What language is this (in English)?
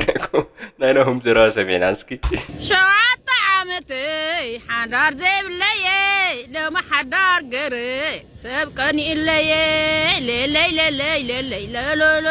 Tigrinya